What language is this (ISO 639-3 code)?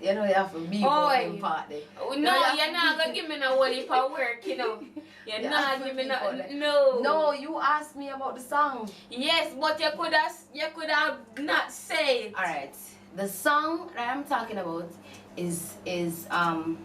jam